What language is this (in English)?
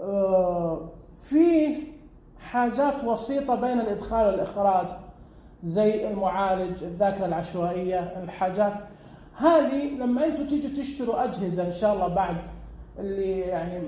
Najdi Arabic